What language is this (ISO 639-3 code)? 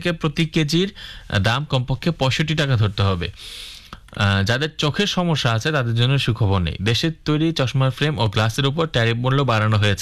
ben